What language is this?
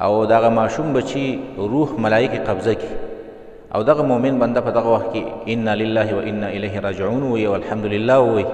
Pashto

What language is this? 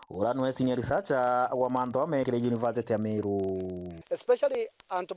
Meru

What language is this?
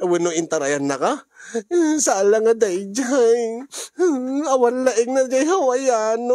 Iloko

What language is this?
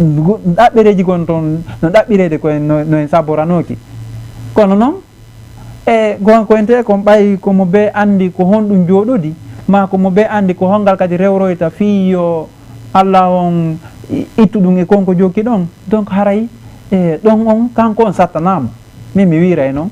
Fula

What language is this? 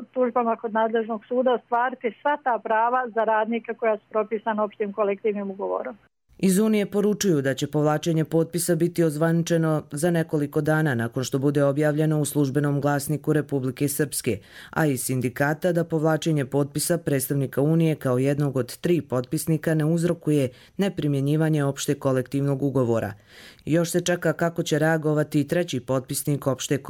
Croatian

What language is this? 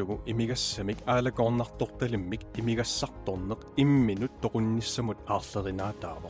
Kalaallisut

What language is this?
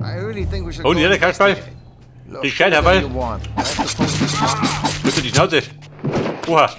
Bavarian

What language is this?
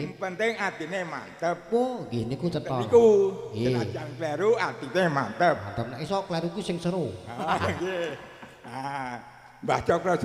Javanese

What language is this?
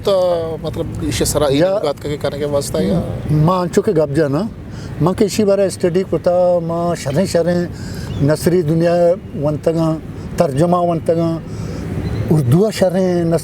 Eastern Balochi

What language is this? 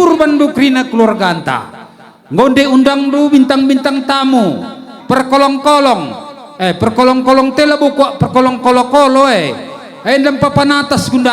Batak Karo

